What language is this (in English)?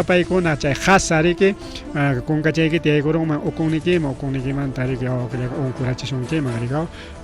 Ayacucho Quechua